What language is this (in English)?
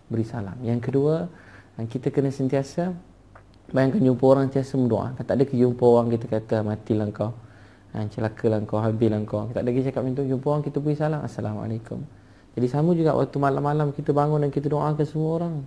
Malay